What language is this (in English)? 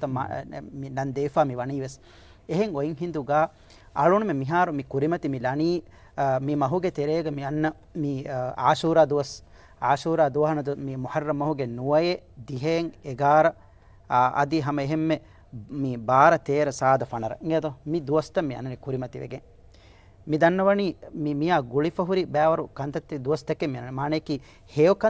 Divehi